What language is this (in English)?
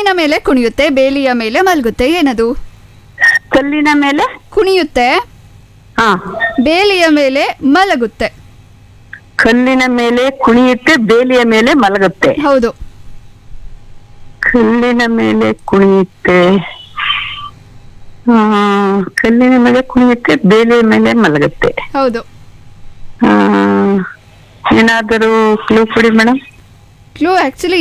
Kannada